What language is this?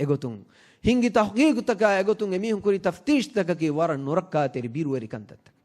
Divehi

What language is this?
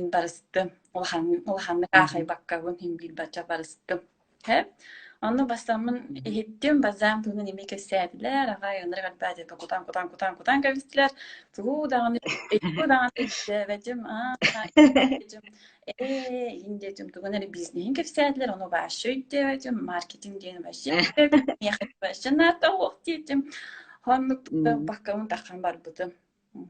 Yakut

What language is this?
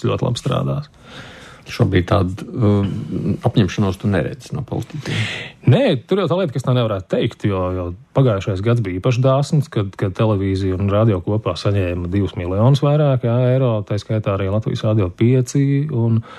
Latvian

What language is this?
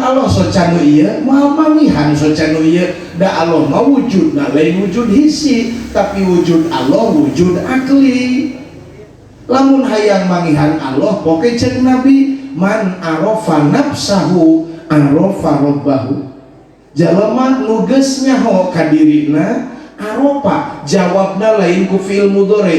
Sundanese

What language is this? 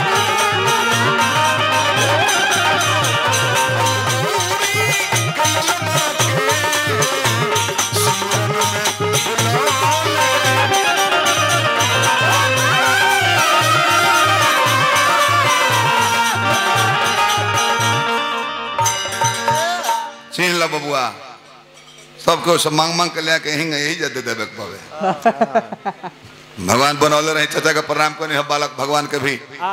Bhojpuri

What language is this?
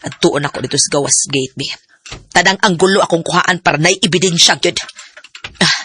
Cebuano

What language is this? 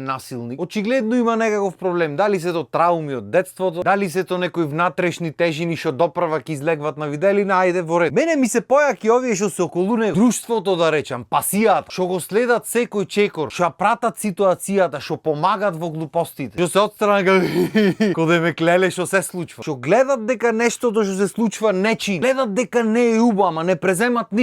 Macedonian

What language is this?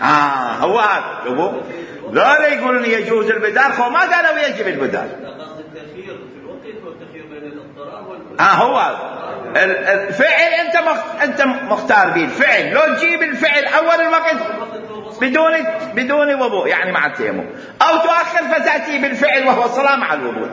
Mesopotamian Arabic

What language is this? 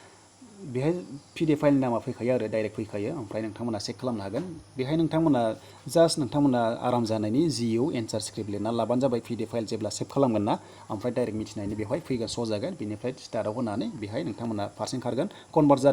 Bodo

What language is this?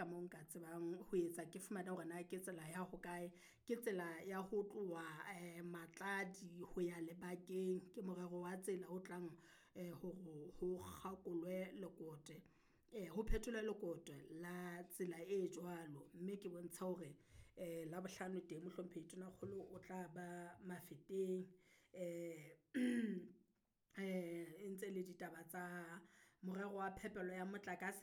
Southern Sotho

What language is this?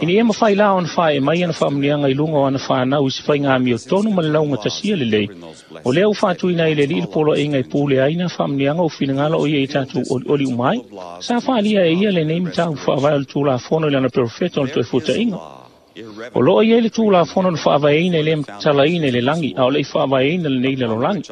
Samoan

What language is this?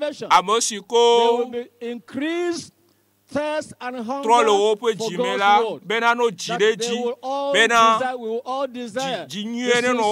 Ewe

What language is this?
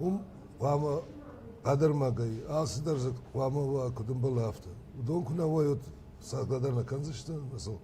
Ossetic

